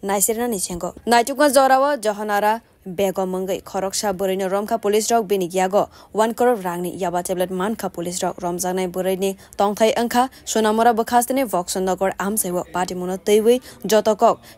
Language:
Kok Borok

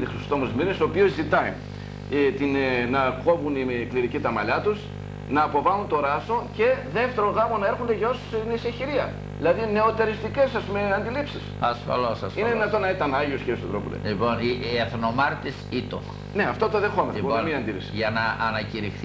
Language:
Greek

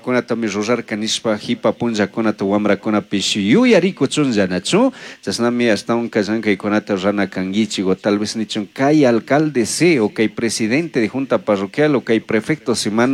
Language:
Chimborazo Highland Quichua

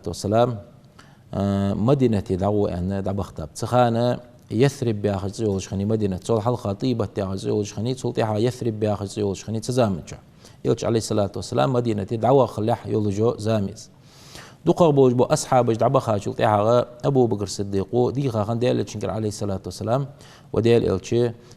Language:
Ingush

